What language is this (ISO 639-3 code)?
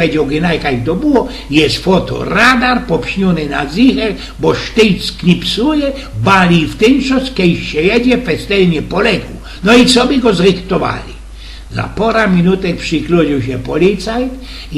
szl